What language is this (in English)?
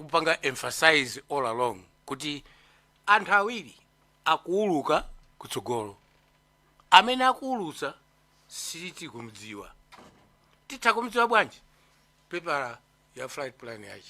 Nyanja